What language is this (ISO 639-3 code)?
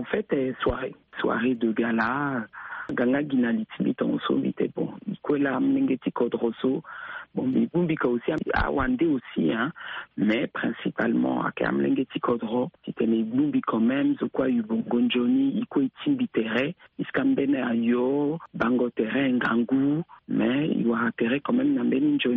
sag